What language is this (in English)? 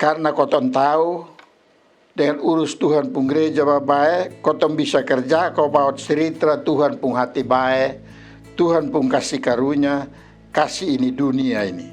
Kupang Malay